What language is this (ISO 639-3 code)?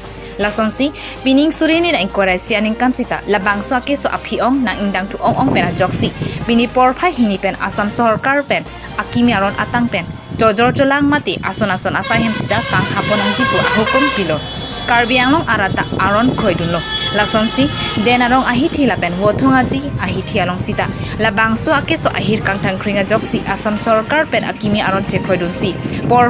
mjw